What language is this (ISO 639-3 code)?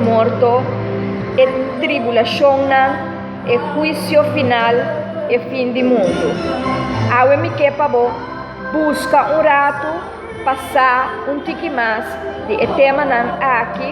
pap